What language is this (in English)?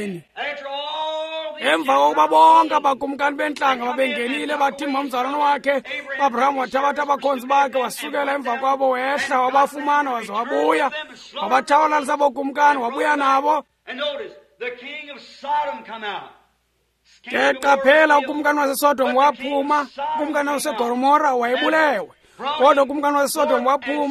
Xhosa